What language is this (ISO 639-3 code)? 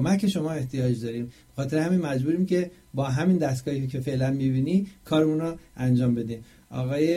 fas